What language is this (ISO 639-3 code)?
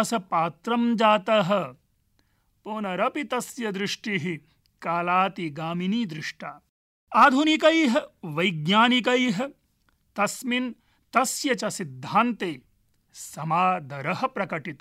san